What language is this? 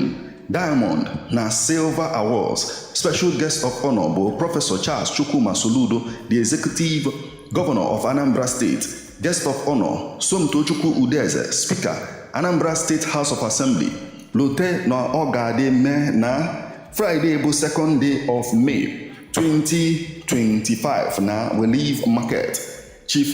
Igbo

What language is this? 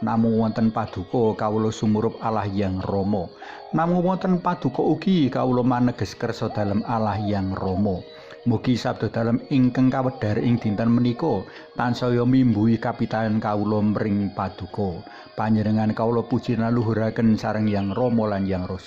Javanese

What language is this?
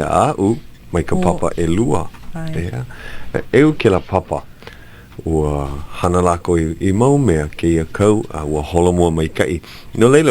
Hawaiian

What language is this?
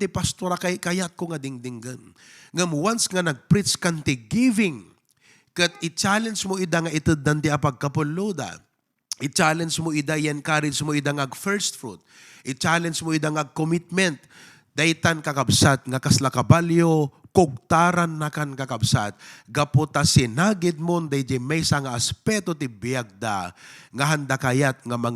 Iloko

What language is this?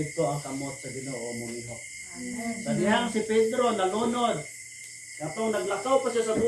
Cebuano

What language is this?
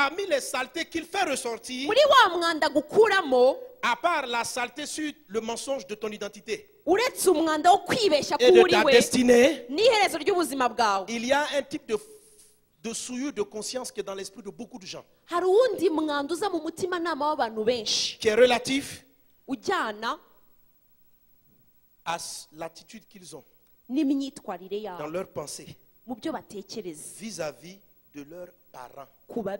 Kinyarwanda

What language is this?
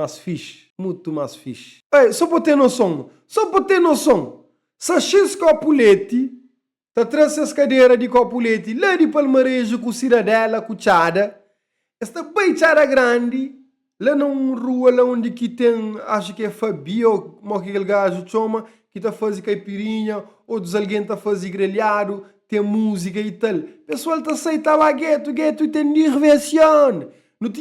Kabuverdianu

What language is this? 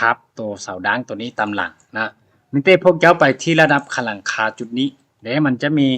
Lao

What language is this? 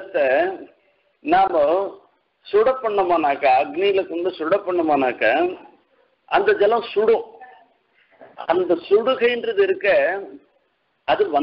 Tamil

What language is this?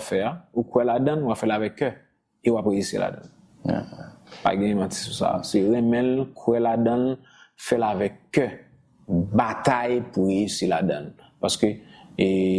Haitian Creole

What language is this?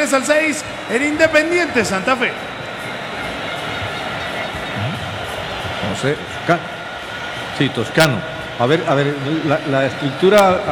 Spanish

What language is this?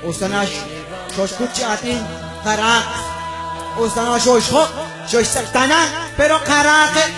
Kekchí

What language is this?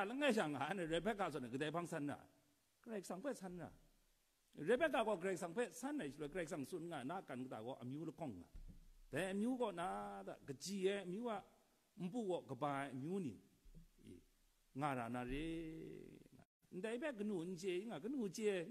Kachin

